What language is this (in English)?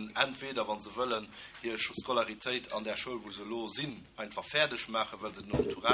Luxembourgish